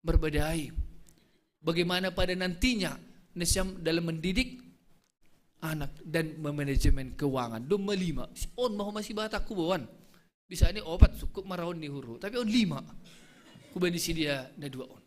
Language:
Batak Simalungun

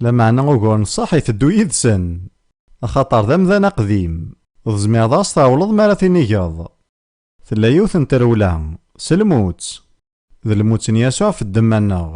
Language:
Kabyle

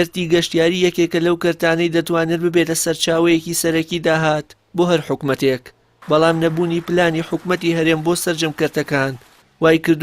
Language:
Central Kurdish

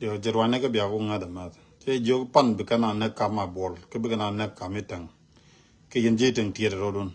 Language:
Nuer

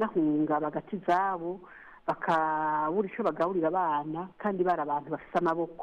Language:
Kinyarwanda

